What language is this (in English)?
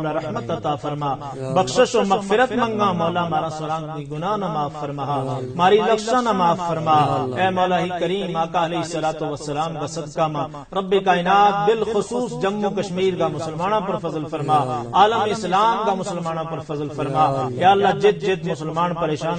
Gujari